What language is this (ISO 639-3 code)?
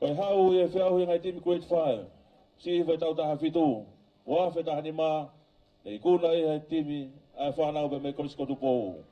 ton